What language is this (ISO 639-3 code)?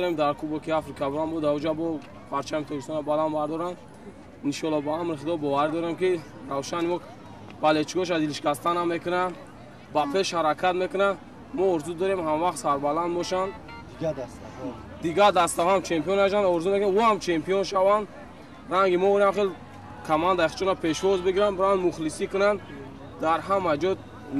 tgk